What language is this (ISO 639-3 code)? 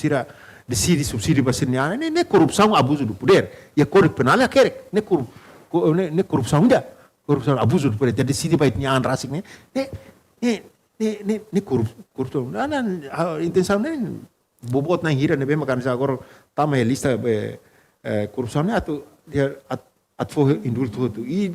tet